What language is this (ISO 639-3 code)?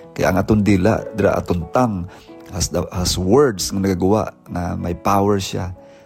hil